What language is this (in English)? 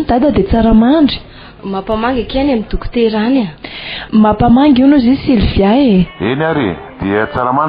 Malagasy